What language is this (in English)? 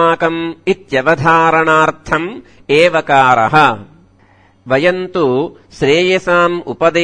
Sanskrit